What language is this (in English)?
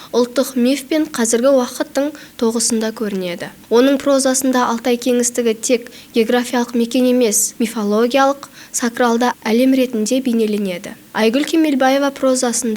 Kazakh